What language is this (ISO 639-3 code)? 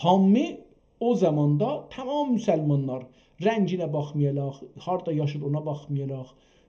azb